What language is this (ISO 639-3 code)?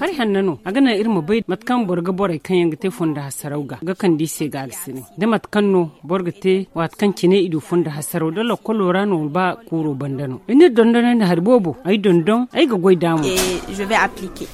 dje